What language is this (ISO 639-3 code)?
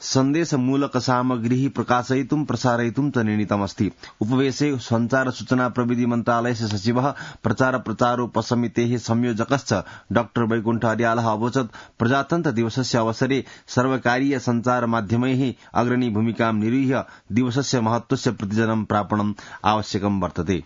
san